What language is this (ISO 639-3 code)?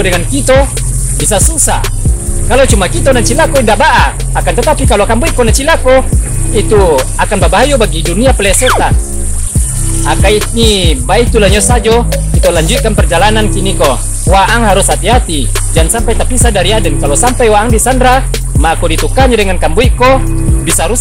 min